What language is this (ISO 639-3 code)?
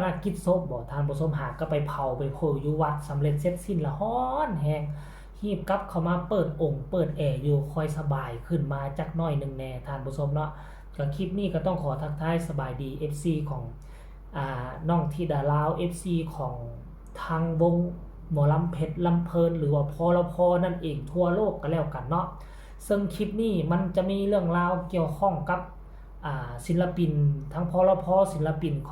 tts